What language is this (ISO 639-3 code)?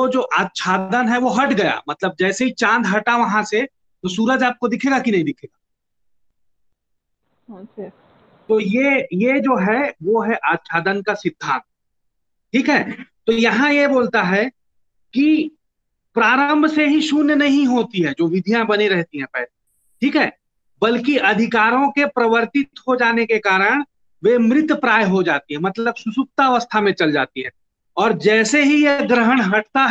hin